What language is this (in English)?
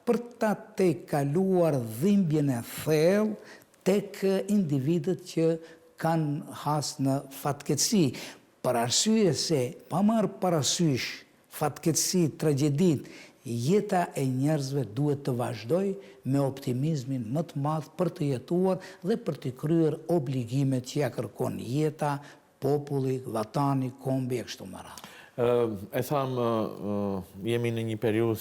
Albanian